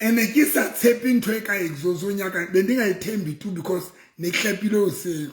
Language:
Southern Sotho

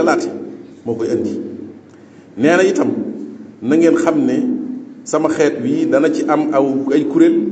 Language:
Wolof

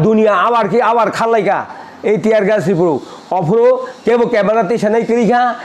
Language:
Kok Borok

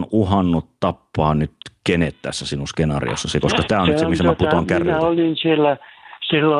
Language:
Finnish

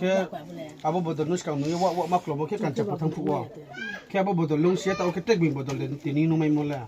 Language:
Riang (India)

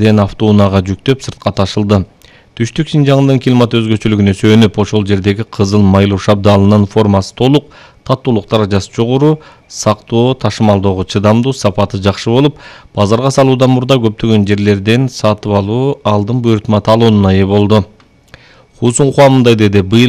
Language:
Kyrgyz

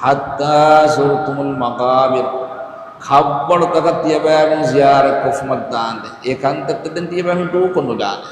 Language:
Divehi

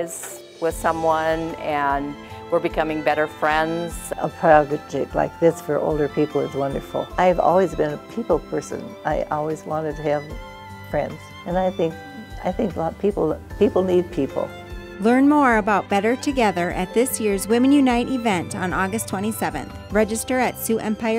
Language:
English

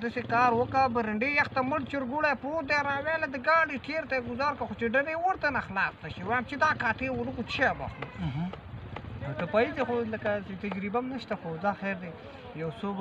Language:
Pashto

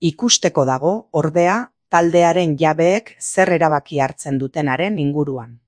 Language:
Basque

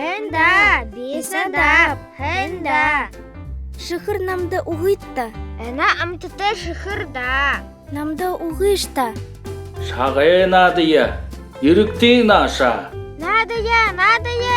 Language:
Buriat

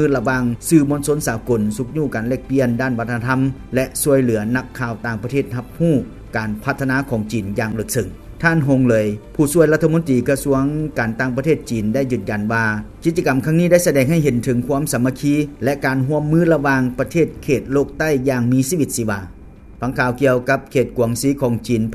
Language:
Lao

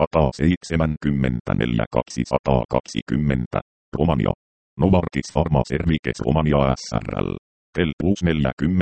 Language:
Finnish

